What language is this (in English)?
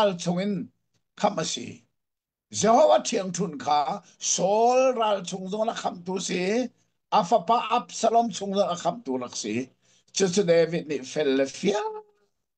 Hakha Chin